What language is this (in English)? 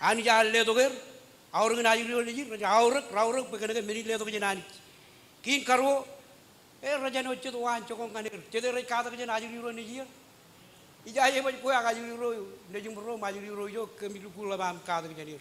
Marshallese